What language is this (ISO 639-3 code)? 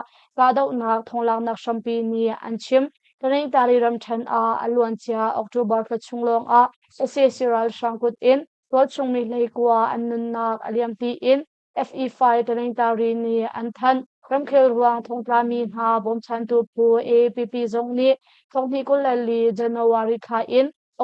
cnh